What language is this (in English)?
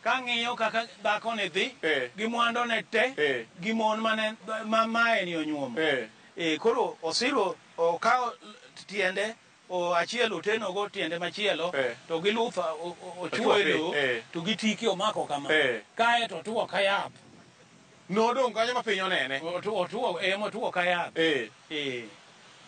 Luo (Kenya and Tanzania)